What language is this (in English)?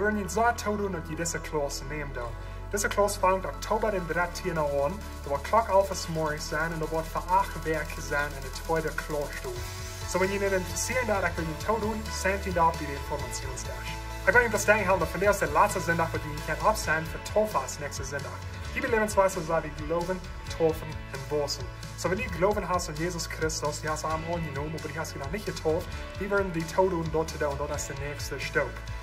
Plautdietsch